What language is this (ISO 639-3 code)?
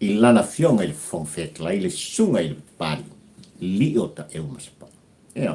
smo